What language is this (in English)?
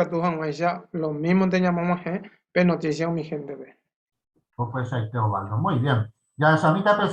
Guarani